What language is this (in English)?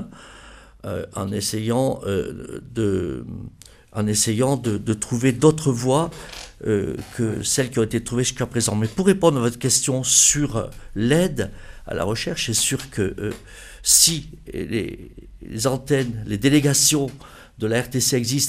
French